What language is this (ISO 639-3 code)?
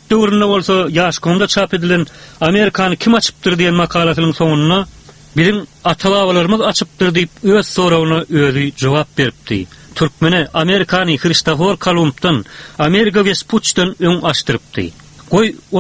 tuk